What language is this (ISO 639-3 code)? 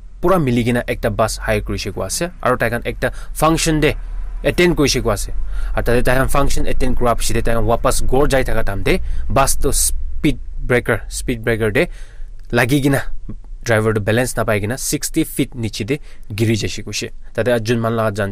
nag